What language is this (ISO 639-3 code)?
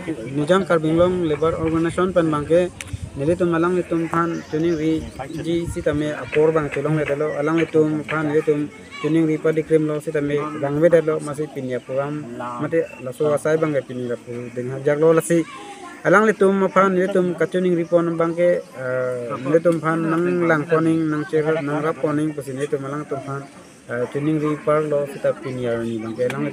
mjw